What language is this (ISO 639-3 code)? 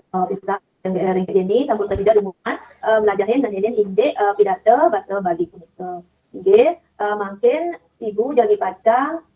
ban